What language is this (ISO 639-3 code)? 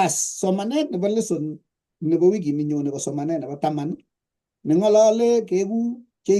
kln